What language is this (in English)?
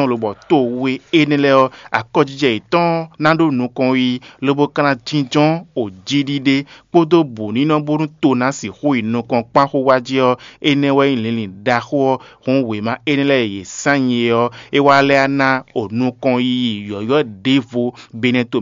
Fon